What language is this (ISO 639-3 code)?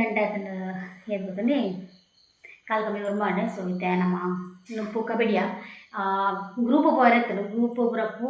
tcy